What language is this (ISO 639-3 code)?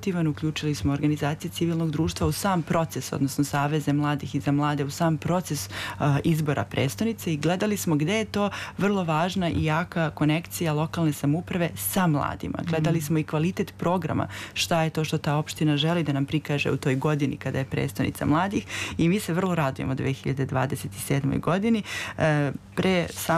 srp